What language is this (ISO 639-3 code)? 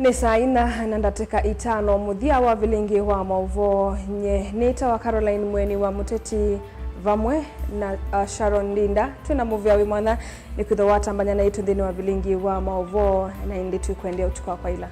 kam